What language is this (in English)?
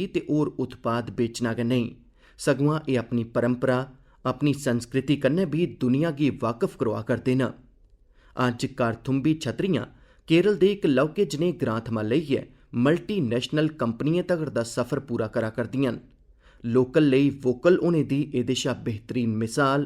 Dogri